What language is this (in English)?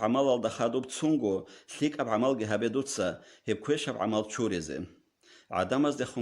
Avaric